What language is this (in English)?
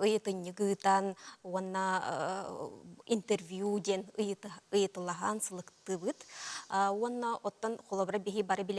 Yakut